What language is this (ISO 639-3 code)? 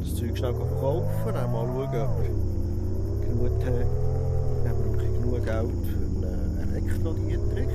gsw